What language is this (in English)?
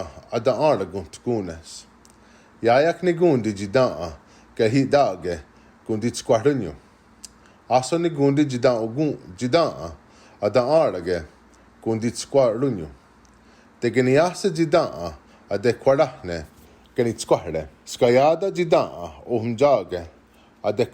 Mohawk